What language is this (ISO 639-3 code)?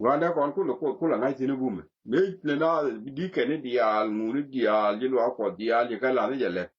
nus